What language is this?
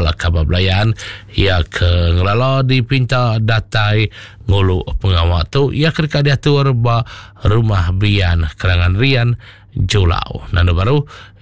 Iban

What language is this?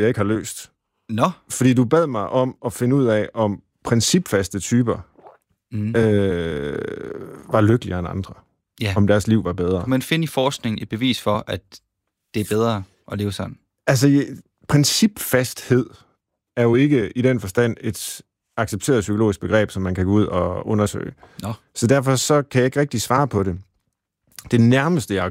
Danish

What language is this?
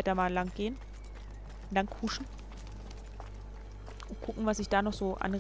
German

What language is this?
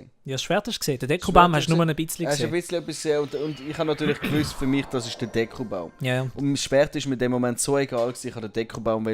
Swiss German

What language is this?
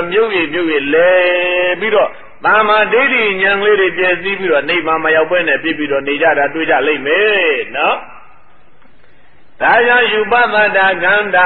Burmese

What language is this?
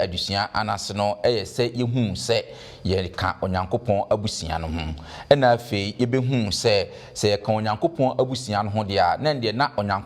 Akan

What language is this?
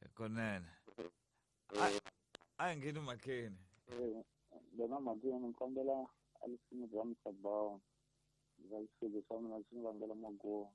Tsonga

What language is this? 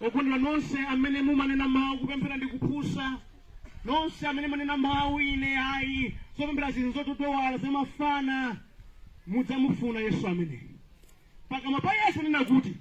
Nyanja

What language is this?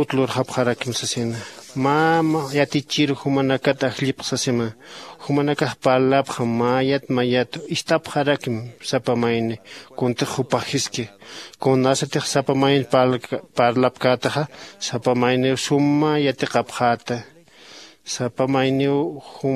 Aymara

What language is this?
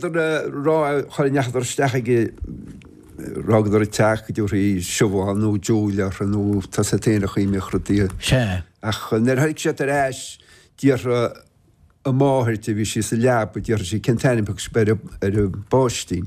Irish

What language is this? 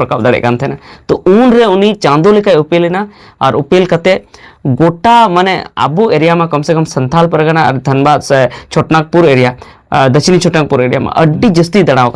Santali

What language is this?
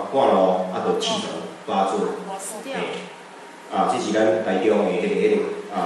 Min Nan Chinese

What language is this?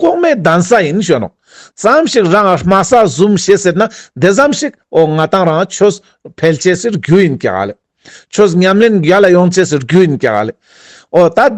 Ladakhi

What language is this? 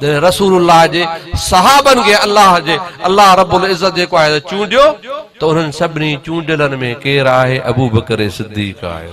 Sindhi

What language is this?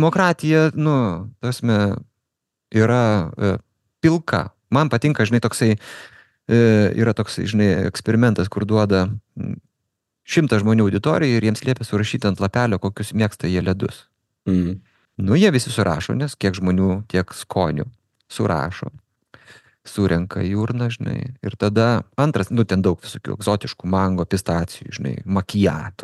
Lithuanian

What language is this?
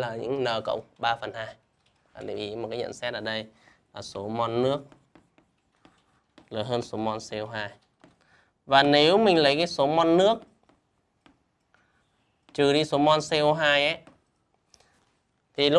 Vietnamese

